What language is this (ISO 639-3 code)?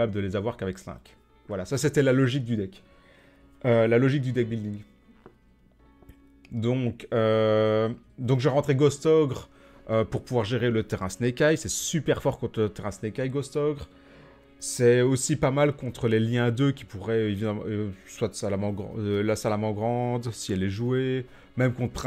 fra